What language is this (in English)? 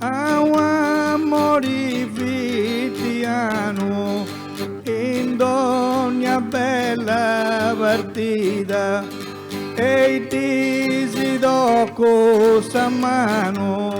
Sardinian